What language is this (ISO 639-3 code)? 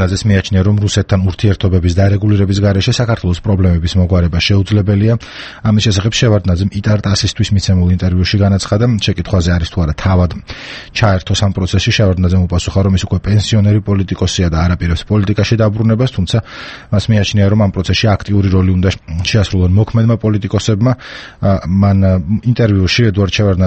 kat